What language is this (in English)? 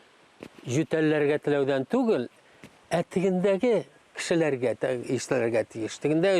Tatar